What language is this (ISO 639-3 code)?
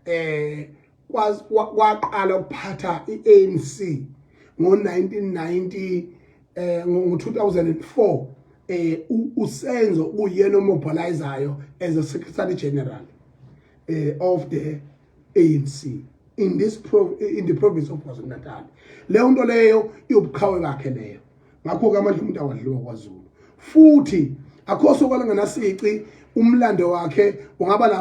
zul